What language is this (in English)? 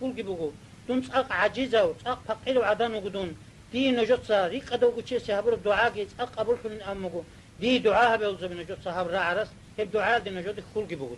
Avaric